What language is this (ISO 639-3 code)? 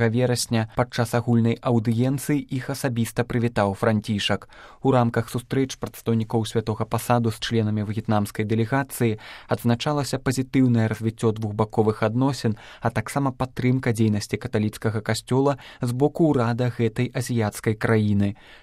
bel